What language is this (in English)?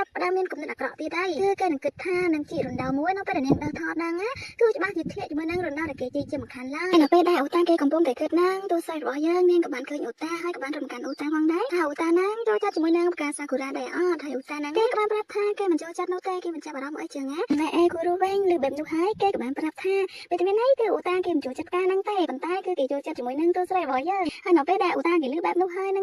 Khmer